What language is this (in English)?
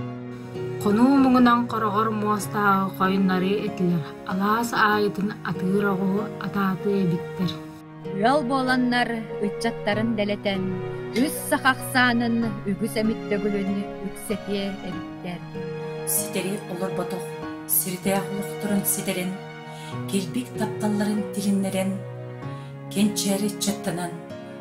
Yakut